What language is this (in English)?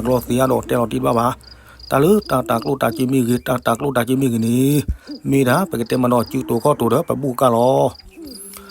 S'gaw Karen